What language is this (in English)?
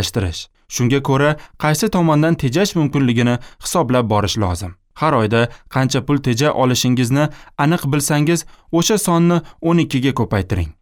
Uzbek